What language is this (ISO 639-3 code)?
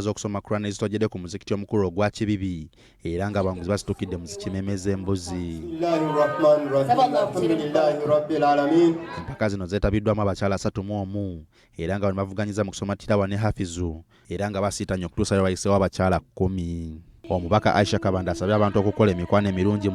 lug